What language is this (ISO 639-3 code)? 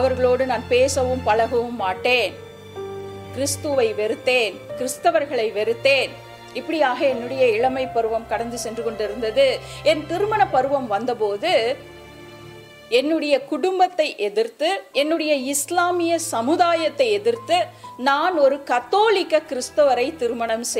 tam